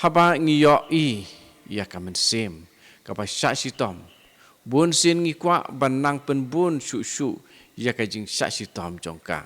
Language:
Khasi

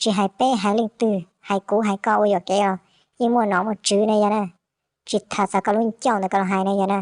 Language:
Hmong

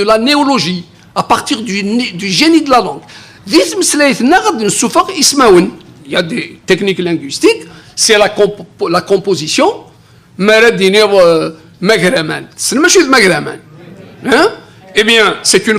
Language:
Kabyle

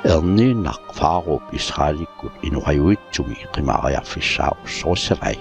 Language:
Kalaallisut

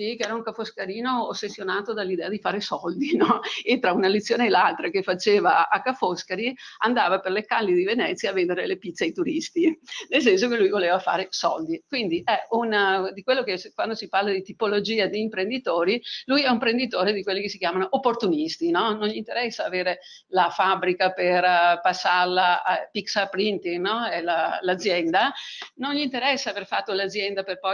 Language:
Italian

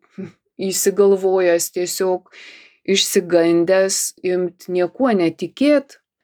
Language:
Lithuanian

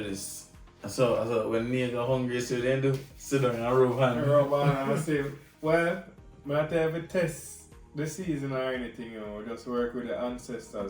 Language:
Jamaican Creole English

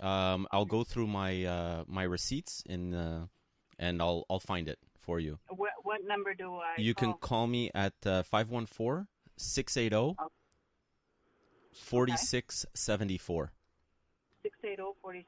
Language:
English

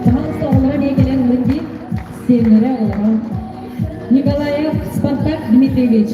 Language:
Yakut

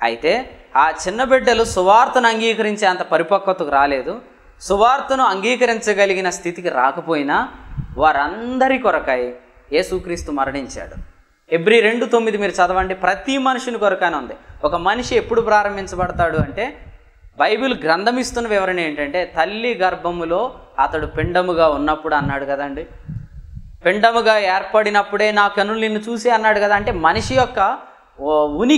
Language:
Telugu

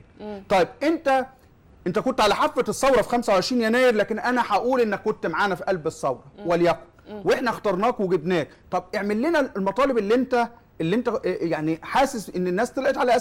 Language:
Egyptian Arabic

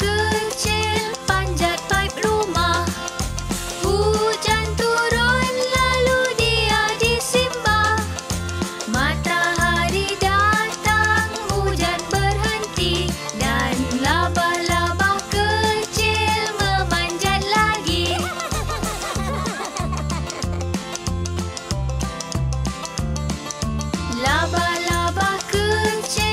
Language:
Malay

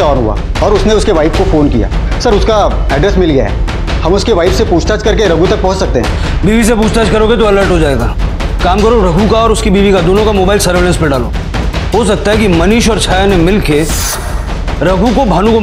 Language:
Hindi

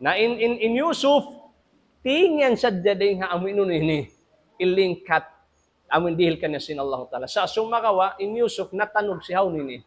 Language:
Tausug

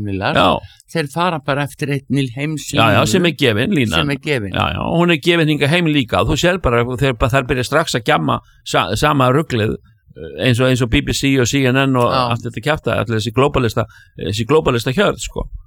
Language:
Icelandic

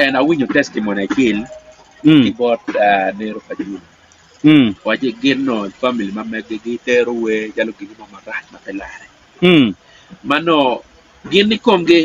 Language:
Acoli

